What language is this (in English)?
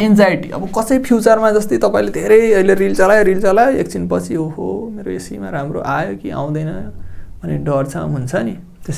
Nepali